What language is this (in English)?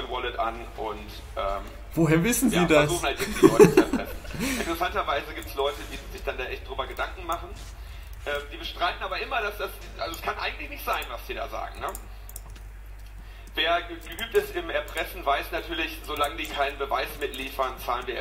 German